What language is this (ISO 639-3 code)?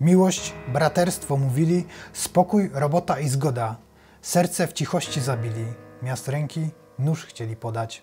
szl